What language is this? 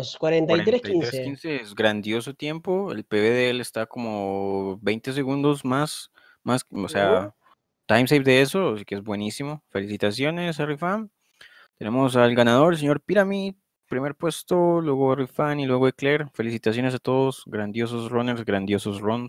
Spanish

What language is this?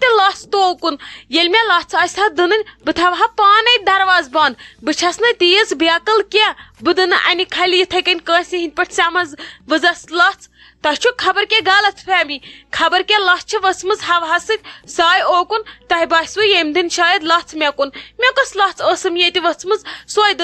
Kashmiri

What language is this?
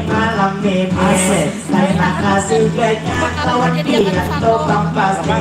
Banjar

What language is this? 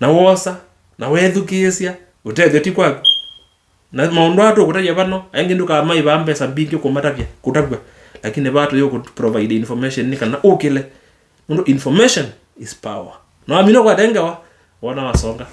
Kamba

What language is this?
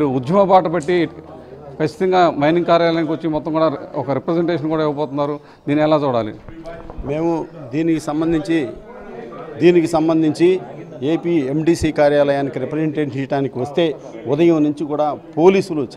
Telugu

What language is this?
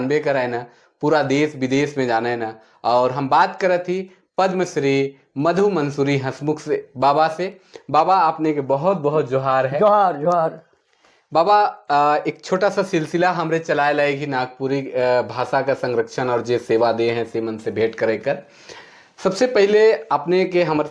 Sadri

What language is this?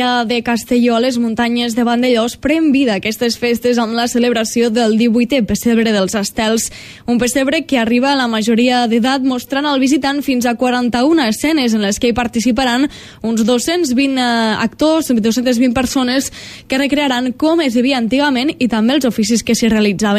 Catalan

